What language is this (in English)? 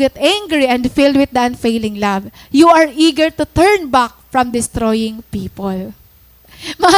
Waray